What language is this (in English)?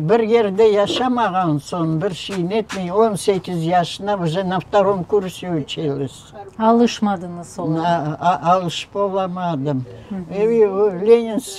Crimean Tatar